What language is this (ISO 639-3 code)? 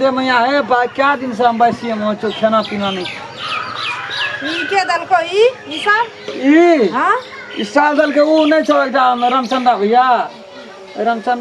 mai